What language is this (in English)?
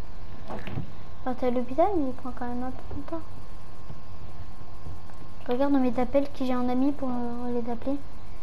French